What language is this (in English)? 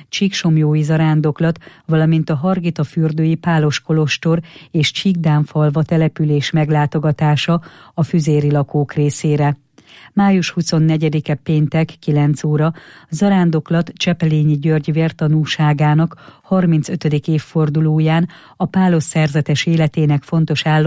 Hungarian